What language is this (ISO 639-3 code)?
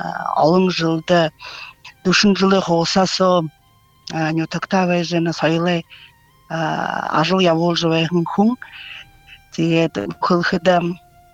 bua